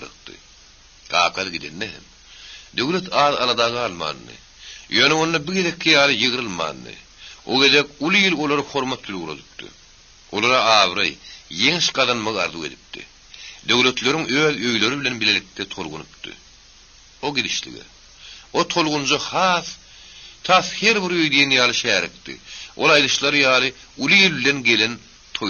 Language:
Turkmen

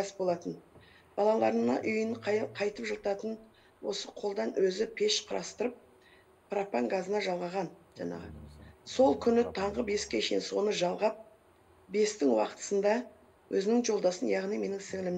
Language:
Kazakh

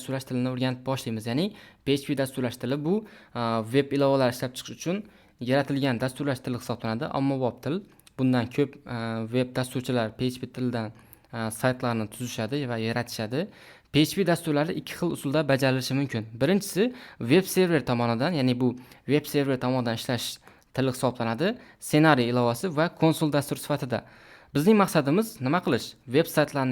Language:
Uzbek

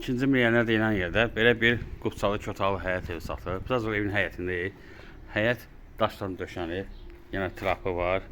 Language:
Azerbaijani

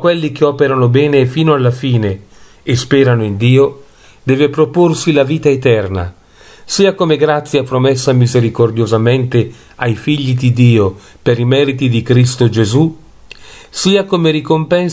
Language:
Italian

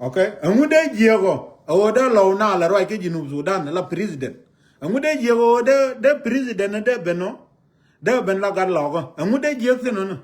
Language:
Nuer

